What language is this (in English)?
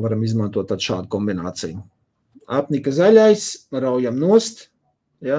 Latvian